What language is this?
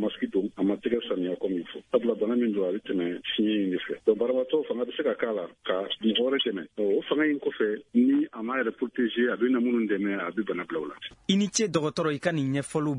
Bambara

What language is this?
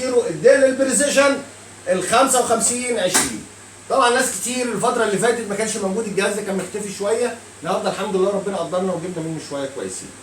Egyptian Arabic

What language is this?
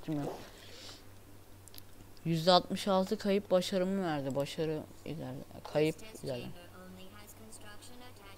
Turkish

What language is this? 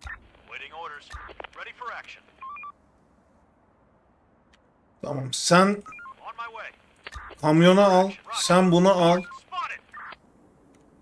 Turkish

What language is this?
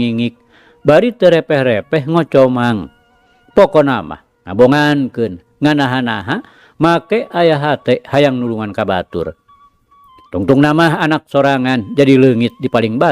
Sundanese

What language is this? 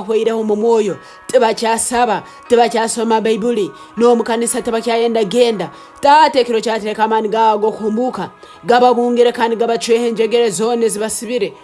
Nyankole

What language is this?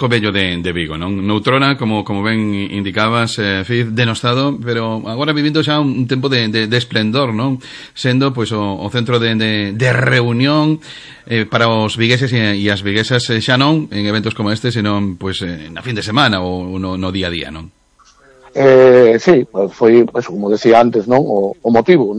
Galician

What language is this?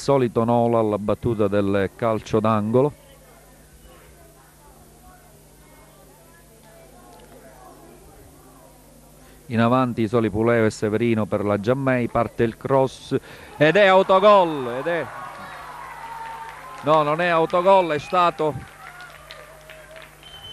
Italian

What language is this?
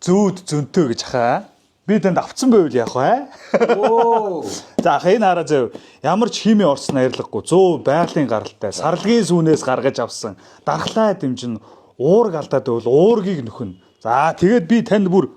Mongolian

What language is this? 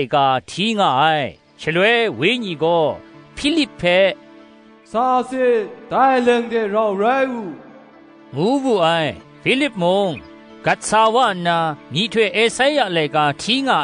Kachin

